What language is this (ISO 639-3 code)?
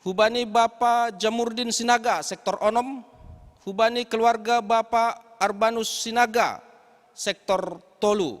bts